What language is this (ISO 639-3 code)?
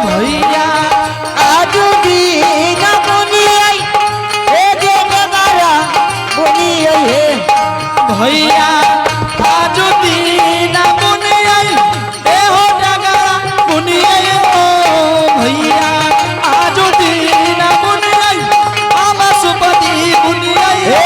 anp